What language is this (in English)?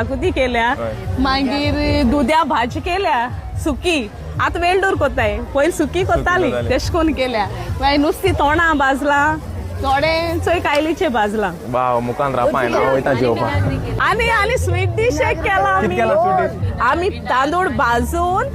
Konkani